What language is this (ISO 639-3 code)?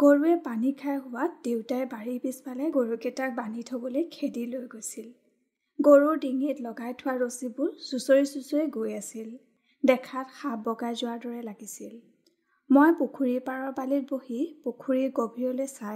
asm